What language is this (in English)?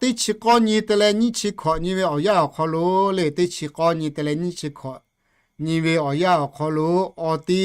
Lahu